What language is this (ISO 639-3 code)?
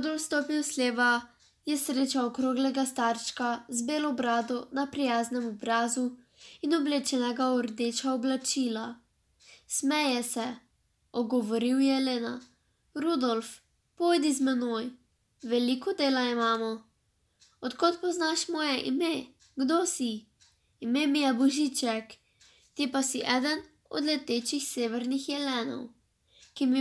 slv